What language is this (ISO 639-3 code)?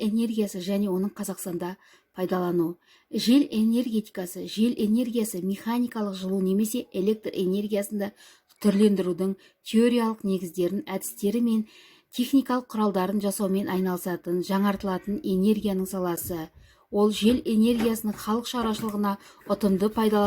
kaz